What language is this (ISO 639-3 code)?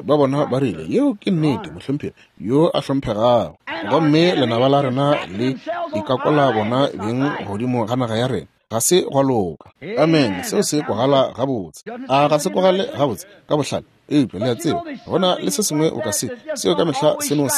nso